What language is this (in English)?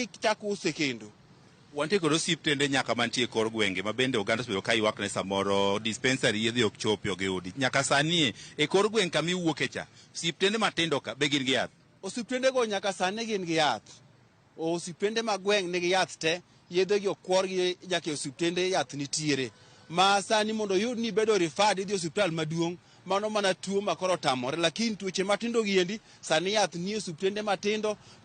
Luo (Kenya and Tanzania)